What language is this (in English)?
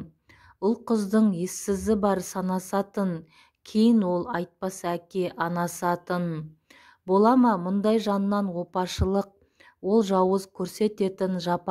Kazakh